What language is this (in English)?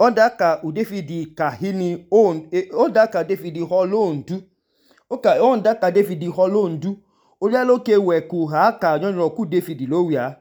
Idoma